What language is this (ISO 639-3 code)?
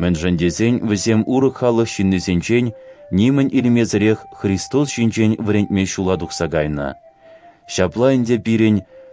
chv